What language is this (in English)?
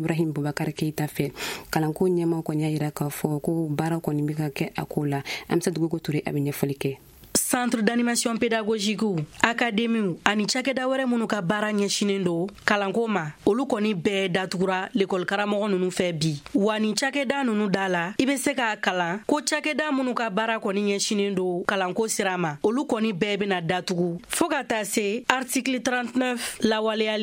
Bambara